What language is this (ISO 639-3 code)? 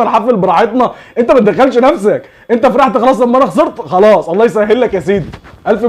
arz